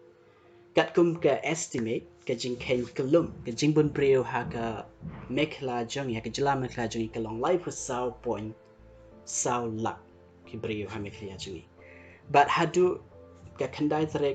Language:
Khasi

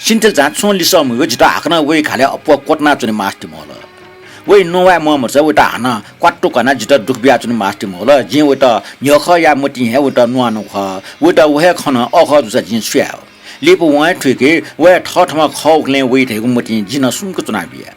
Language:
Newari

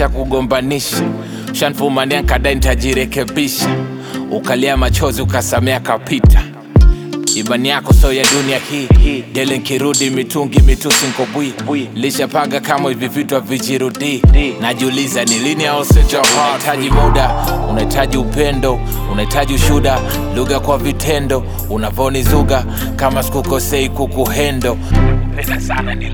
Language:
Swahili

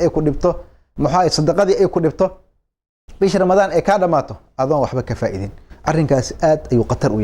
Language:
Somali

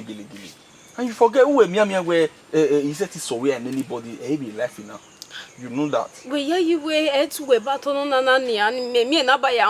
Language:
Bini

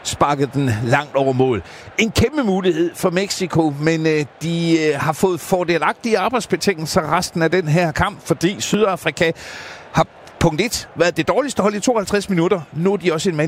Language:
Danish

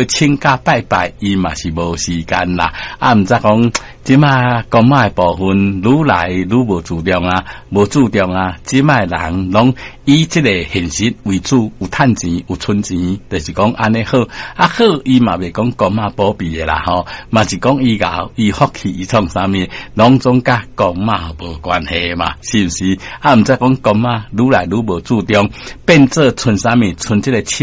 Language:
Min Nan Chinese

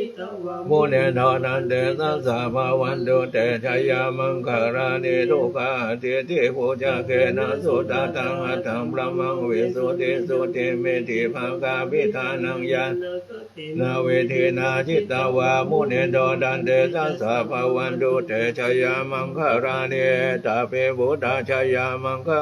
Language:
Pali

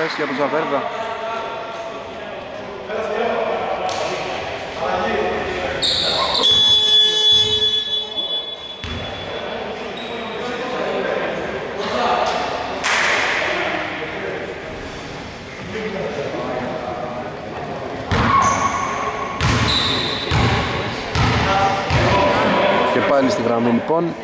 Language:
Greek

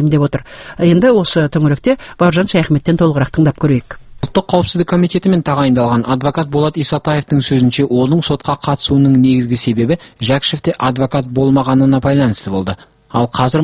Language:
Kazakh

